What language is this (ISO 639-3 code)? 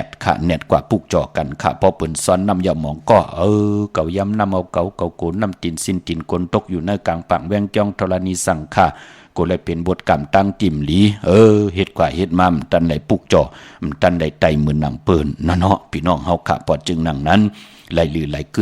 shn